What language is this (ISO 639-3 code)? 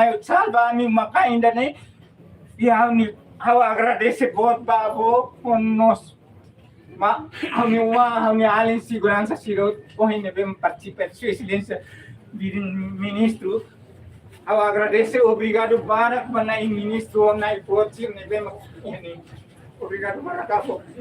tet